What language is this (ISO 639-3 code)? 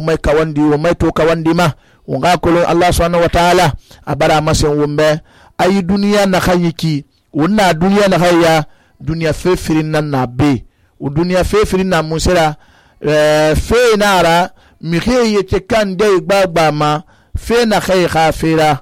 sus